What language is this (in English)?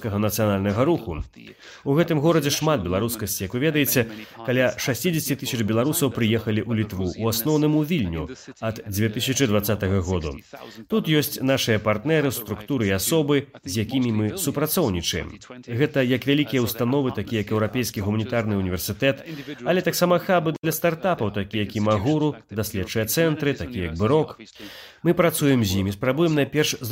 Belarusian